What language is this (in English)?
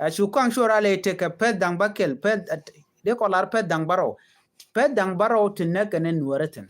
Nuer